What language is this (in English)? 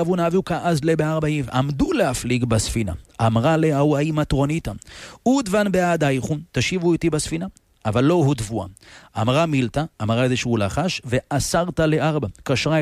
Hebrew